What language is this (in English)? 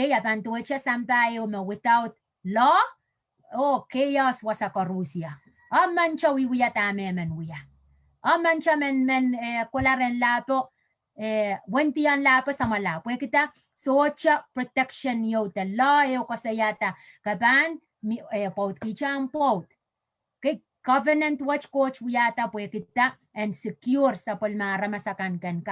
Pohnpeian